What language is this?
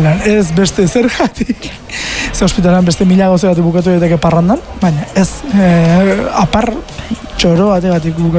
Basque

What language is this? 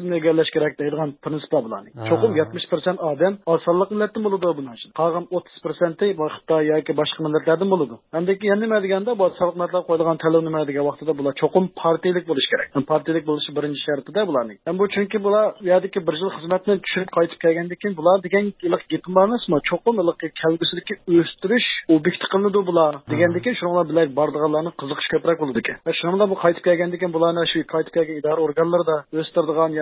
Uyghur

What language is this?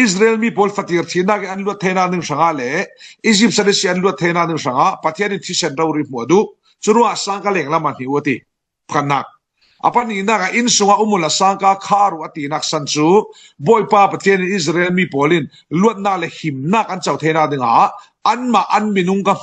Falam Chin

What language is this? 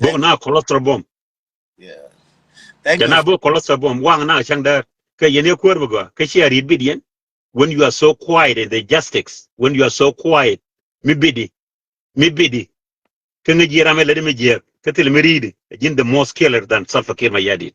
Nuer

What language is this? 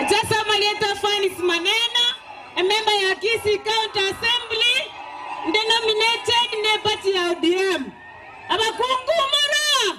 Gusii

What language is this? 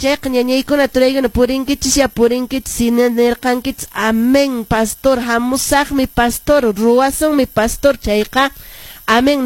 Quechua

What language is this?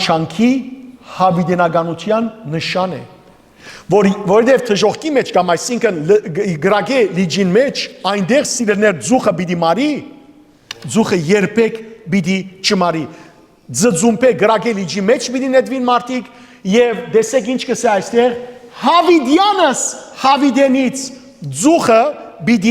Western Armenian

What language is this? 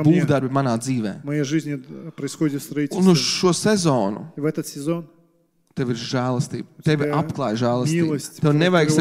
Latvian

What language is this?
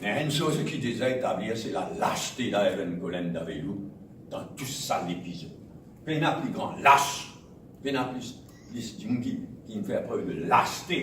Morisyen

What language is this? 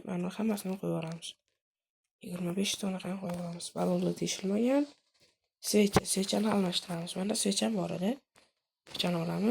Uzbek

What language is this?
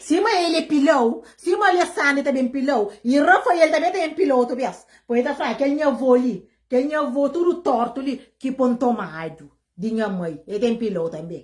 Kabuverdianu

